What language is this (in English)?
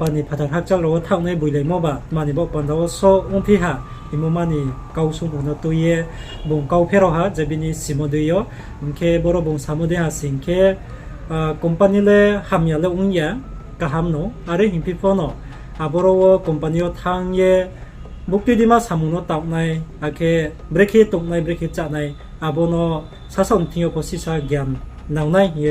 Riang (India)